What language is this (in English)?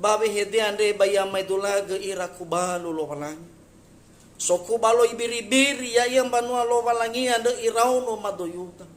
Nias